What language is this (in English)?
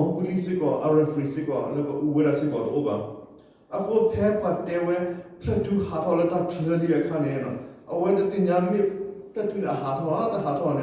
S'gaw Karen